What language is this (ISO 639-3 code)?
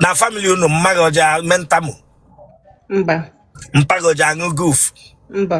ibo